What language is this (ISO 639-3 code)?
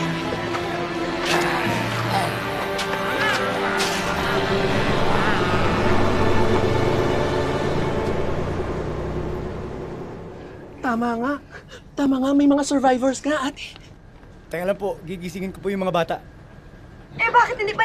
fil